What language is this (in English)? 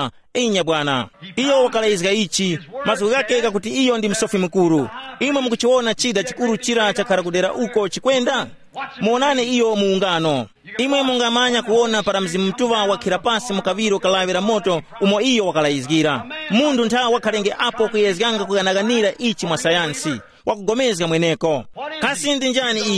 Tumbuka